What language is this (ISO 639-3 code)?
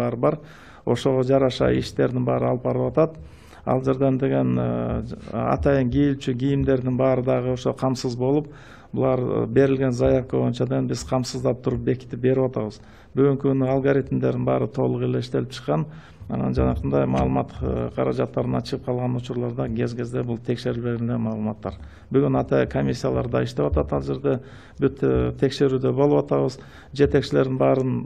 kir